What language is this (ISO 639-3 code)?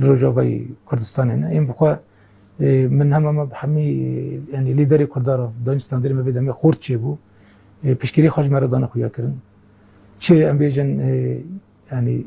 kur